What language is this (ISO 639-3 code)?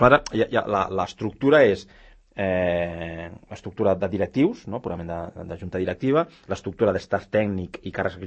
cat